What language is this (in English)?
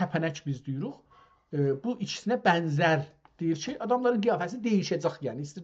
South Azerbaijani